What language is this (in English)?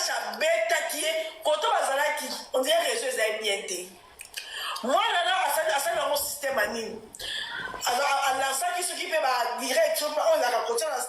Lingala